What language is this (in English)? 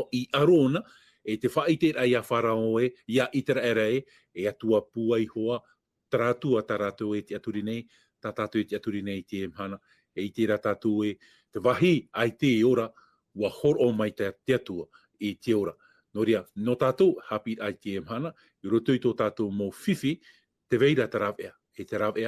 Tahitian